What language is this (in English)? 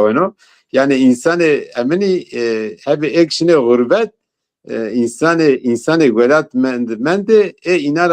Zaza